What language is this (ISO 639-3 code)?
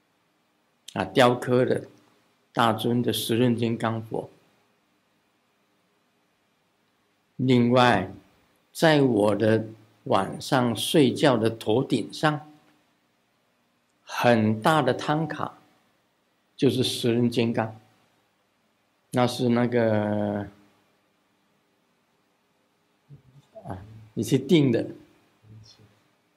zho